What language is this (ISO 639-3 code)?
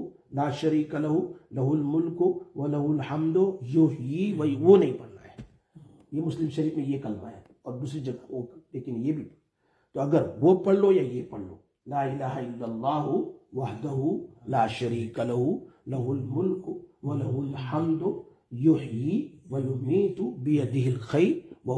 urd